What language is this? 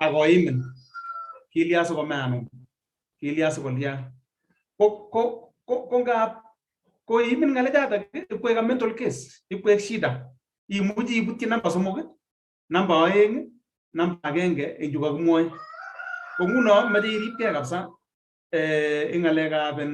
Kalenjin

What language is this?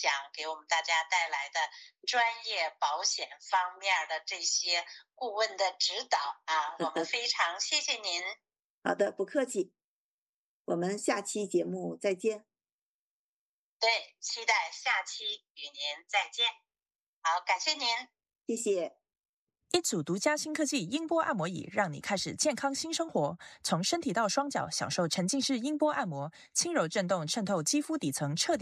Chinese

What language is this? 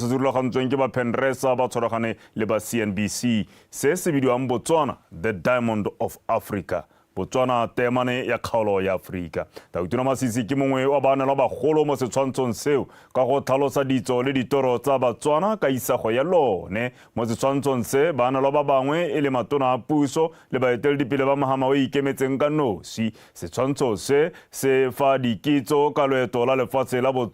Tswana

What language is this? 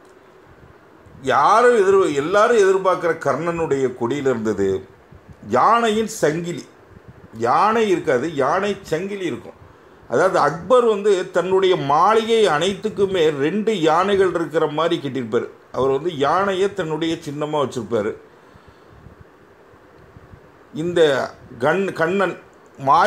Tamil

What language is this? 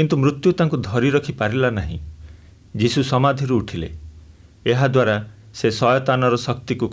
Odia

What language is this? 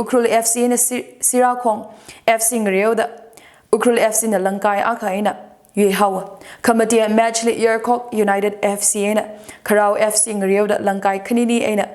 Tangkhul Naga (India)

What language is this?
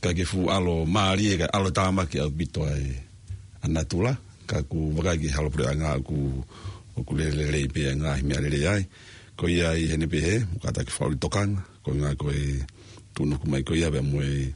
Tongan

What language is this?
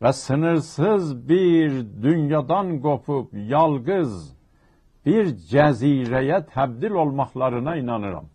South Azerbaijani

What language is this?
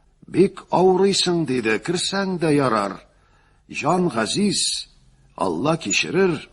Tatar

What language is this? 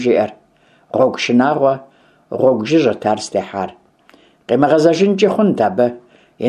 Kabardian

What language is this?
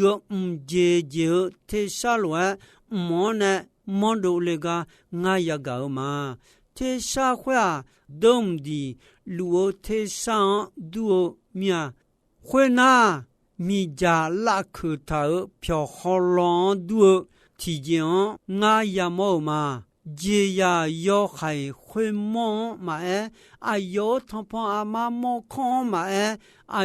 Akha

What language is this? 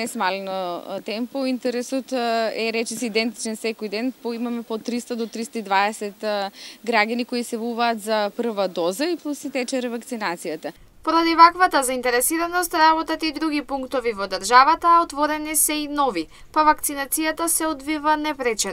Macedonian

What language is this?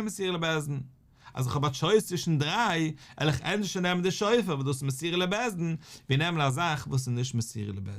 Yiddish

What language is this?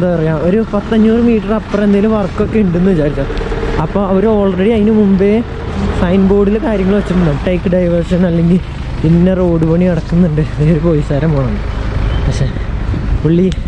Malayalam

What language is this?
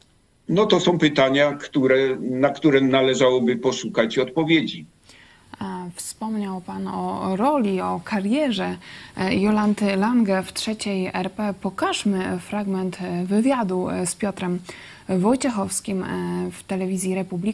Polish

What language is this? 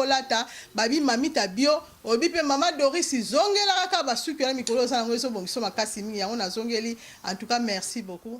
Lingala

